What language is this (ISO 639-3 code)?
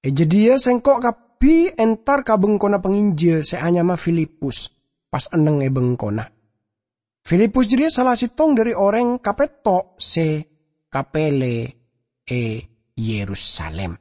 mad